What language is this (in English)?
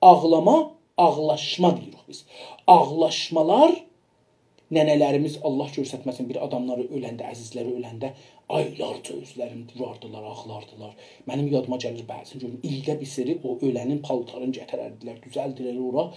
South Azerbaijani